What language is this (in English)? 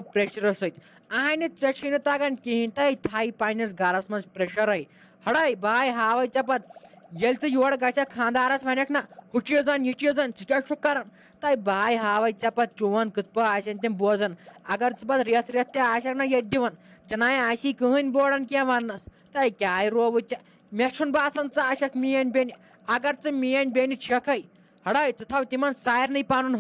Kashmiri